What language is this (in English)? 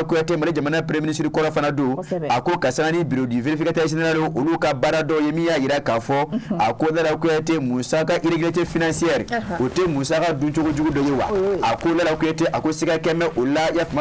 Bambara